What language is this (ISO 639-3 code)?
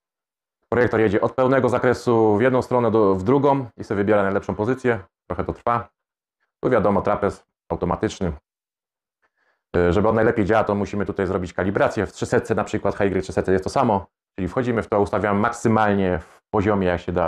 pol